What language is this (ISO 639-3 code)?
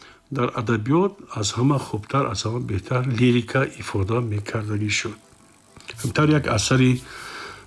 tgk